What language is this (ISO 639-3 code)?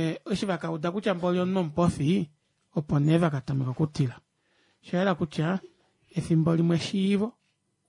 kua